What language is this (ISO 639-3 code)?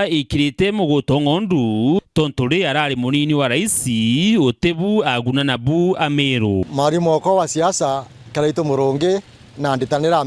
mer